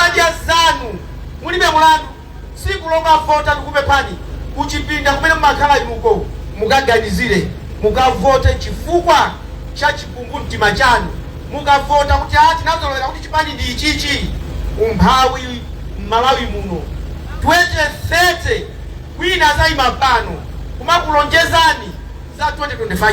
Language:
Nyanja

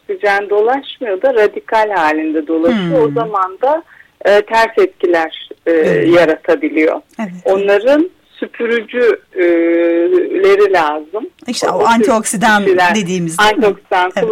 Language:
Turkish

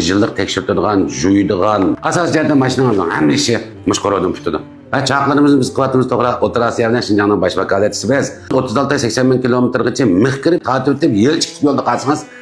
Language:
Uyghur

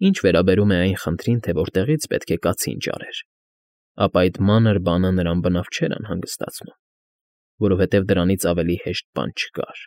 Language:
Armenian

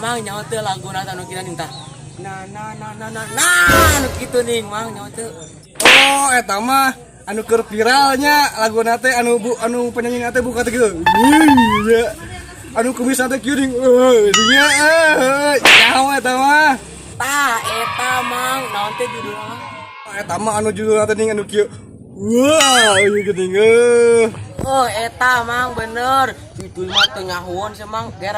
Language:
Sundanese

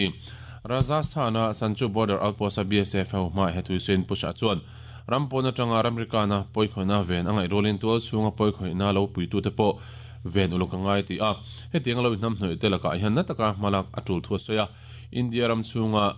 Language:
Mizo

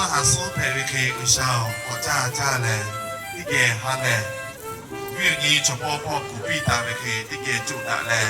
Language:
Lahu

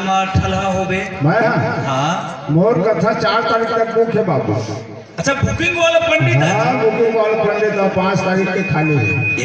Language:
Chhattisgarhi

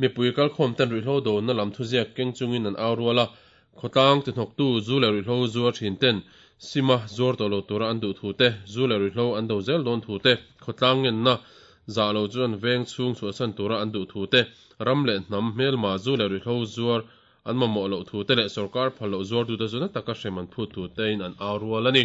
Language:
Mizo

